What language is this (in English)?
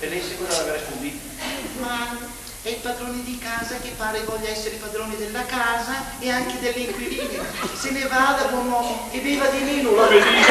Lombard